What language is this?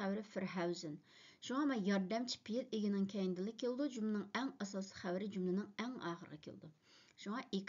Uyghur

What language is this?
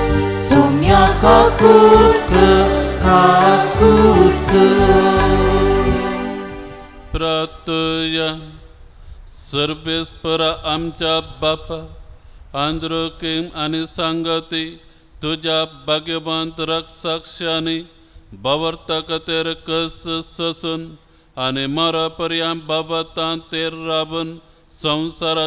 Konkani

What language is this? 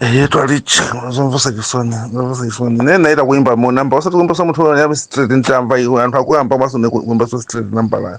Nyanja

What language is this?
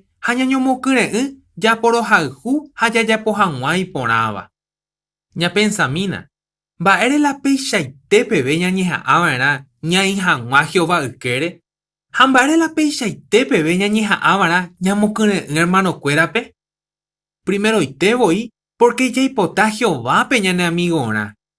Guarani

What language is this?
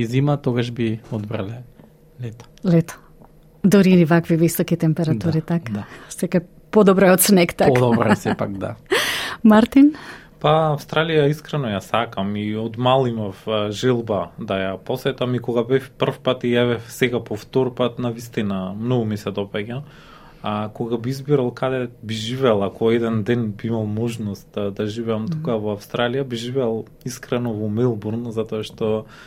Macedonian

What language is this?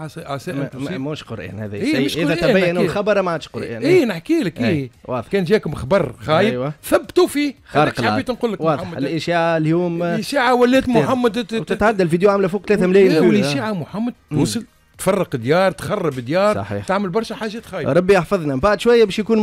Tunisian Arabic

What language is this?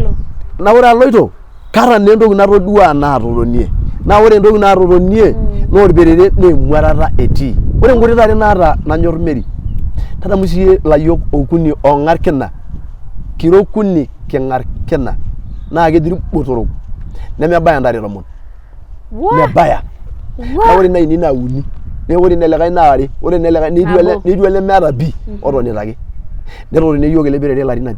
Masai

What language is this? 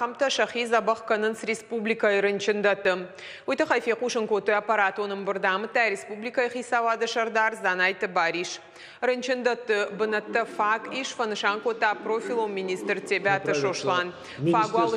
Ossetic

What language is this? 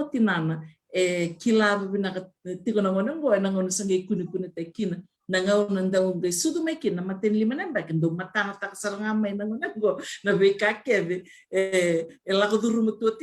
Fijian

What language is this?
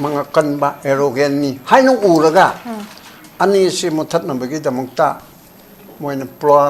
Manipuri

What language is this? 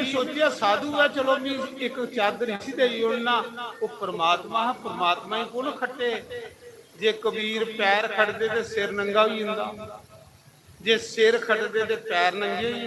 Dogri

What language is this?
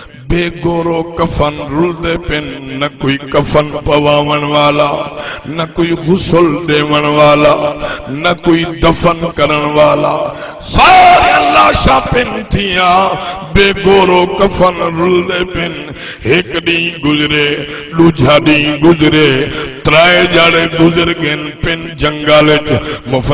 Saraiki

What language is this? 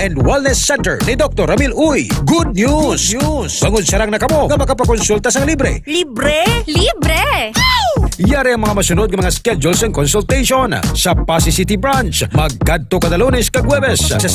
Hiligaynon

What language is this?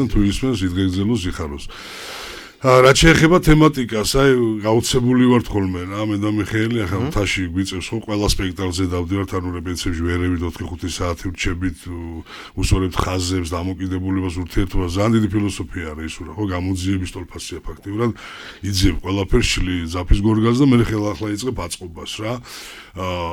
Georgian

